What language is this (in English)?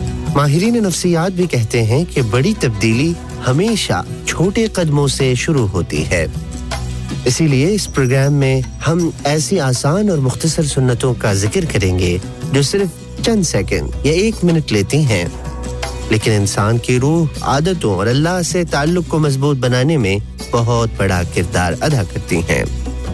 Urdu